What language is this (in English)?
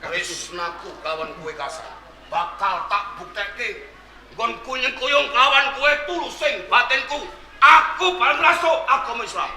Javanese